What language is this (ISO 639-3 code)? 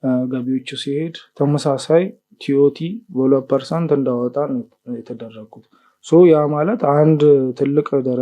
amh